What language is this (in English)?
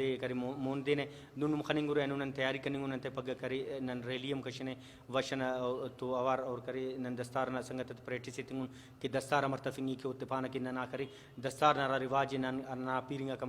Brahui